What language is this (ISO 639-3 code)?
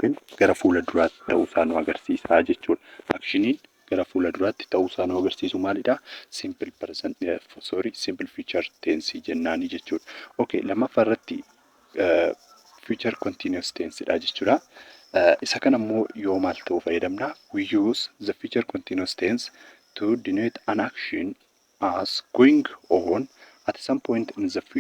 orm